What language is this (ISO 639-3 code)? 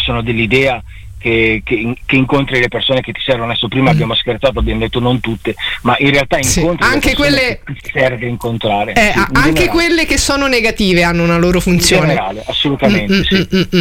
ita